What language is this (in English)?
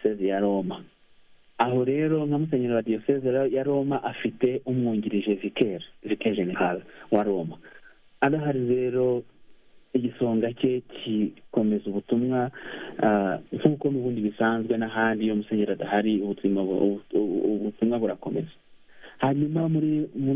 Kinyarwanda